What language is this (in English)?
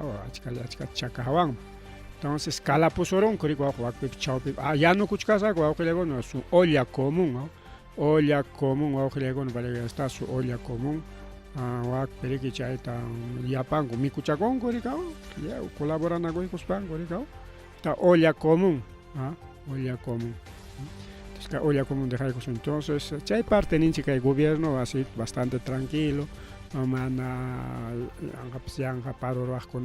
Ayacucho Quechua